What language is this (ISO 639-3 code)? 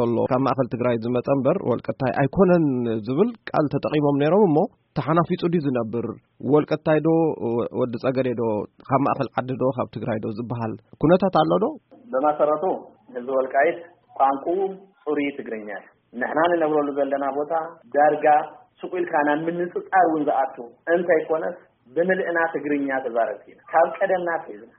tir